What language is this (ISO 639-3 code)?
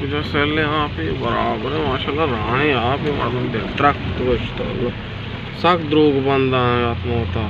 bal